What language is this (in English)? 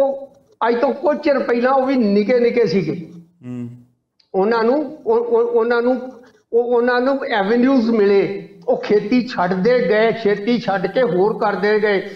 Punjabi